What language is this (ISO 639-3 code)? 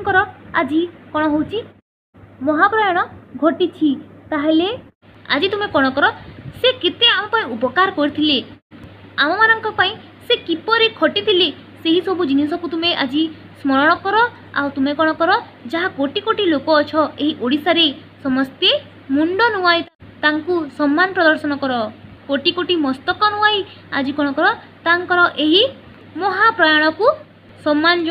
ori